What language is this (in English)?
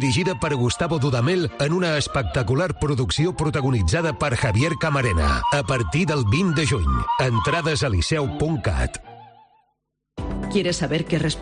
Catalan